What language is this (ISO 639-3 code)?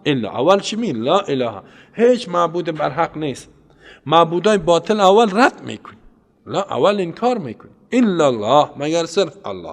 fas